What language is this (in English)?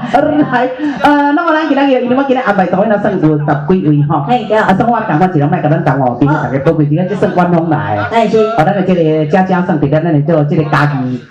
Min Nan Chinese